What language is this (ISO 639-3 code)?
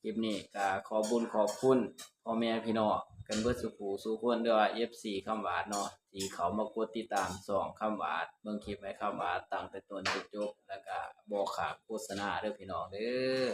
tts